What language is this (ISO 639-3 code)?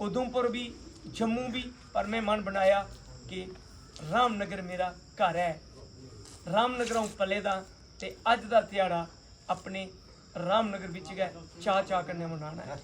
doi